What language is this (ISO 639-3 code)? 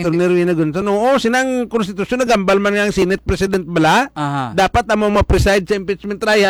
hil